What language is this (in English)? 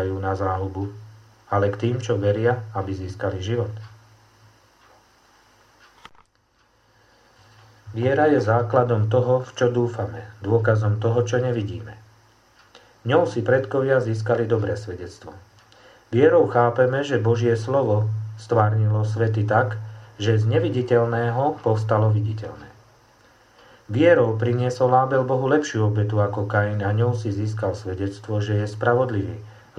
Slovak